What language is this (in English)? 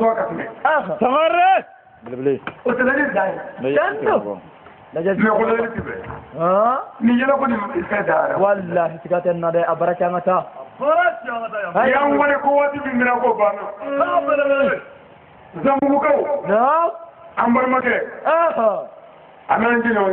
Bambara